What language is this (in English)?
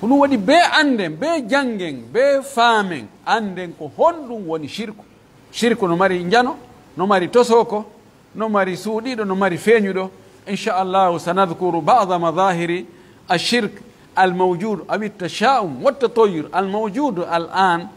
Pular